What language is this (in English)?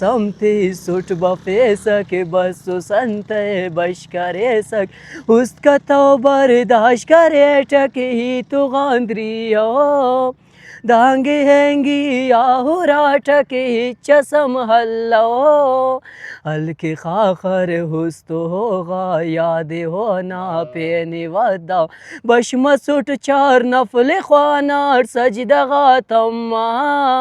Brahui